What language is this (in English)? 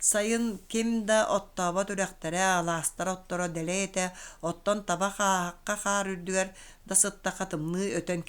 Yakut